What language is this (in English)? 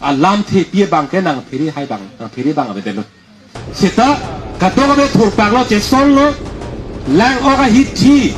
Karbi